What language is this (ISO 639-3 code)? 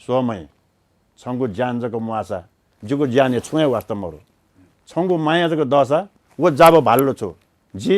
new